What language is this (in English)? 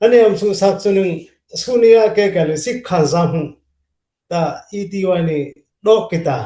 Dimasa